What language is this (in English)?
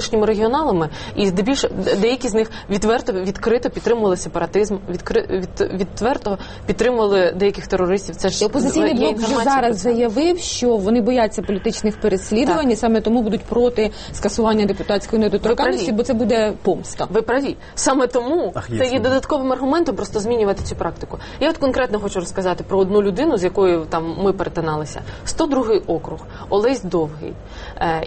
Ukrainian